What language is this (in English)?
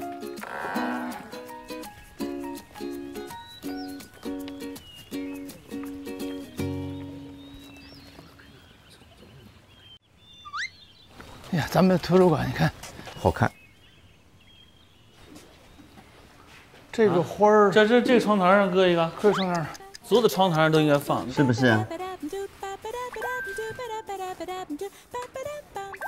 Chinese